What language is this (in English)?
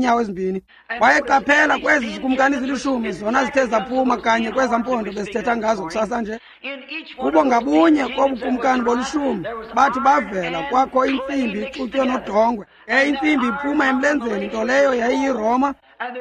Xhosa